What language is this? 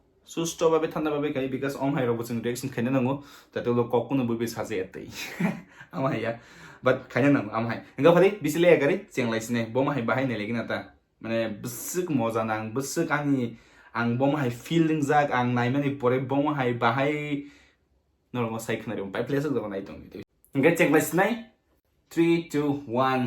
Kok Borok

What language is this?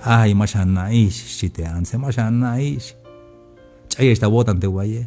Tzeltal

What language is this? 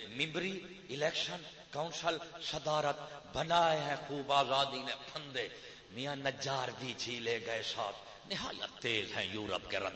Saraiki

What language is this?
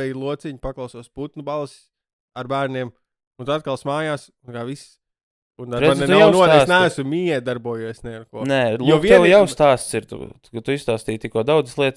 Latvian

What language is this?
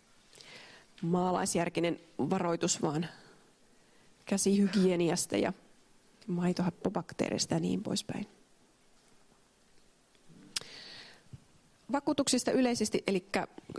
Finnish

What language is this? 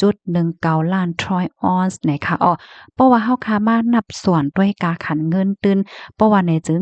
Shan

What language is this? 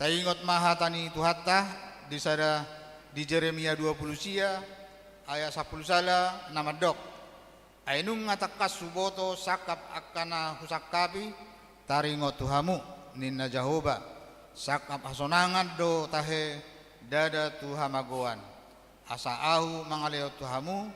Batak Toba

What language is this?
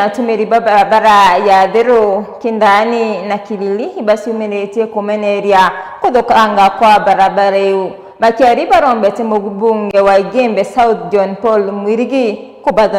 Meru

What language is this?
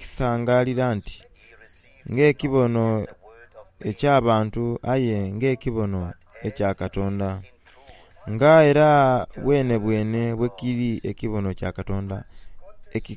Soga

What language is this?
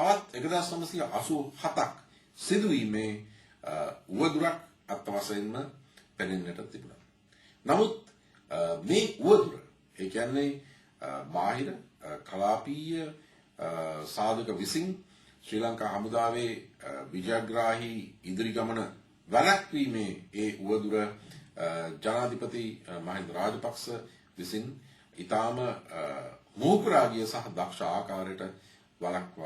Sinhala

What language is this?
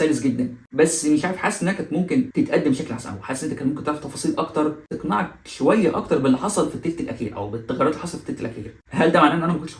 Egyptian Arabic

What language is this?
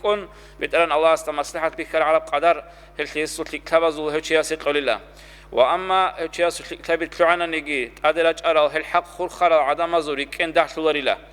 Avaric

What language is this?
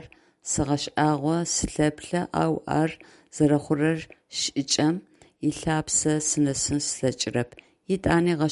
Adyghe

